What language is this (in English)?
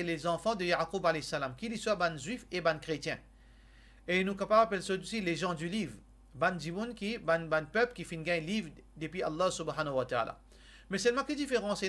Morisyen